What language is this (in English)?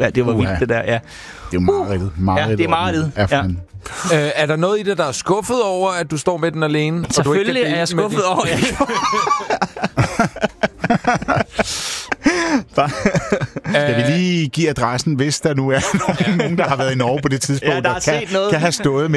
Danish